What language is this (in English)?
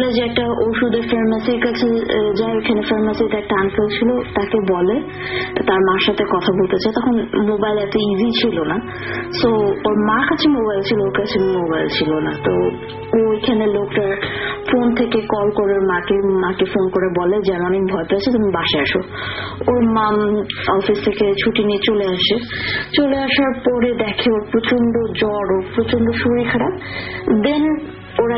Bangla